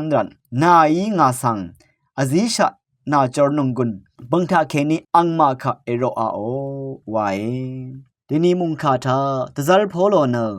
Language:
Rawang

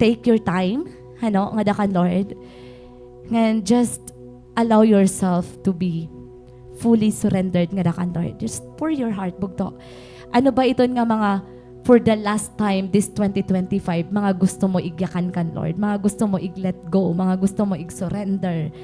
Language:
Waray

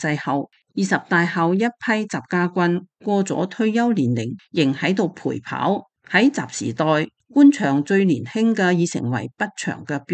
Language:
Cantonese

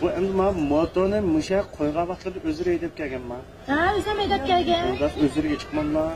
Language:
Uyghur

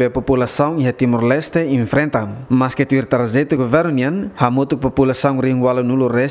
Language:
Tetum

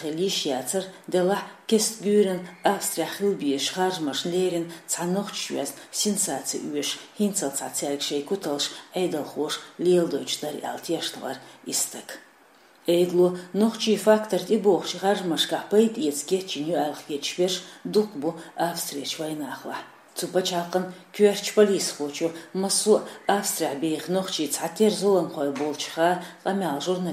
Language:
Chechen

